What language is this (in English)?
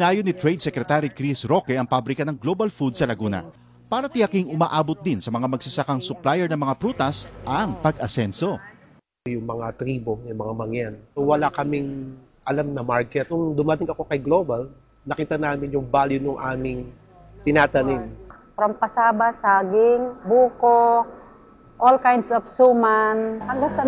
Filipino